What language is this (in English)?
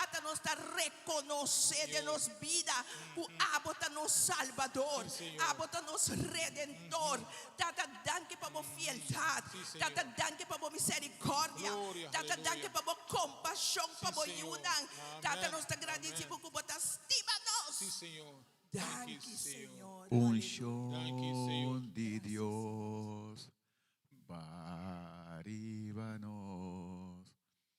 Papiamento